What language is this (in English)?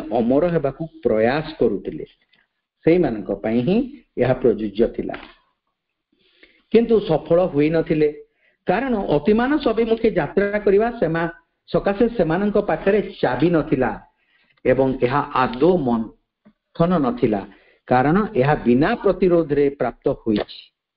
Odia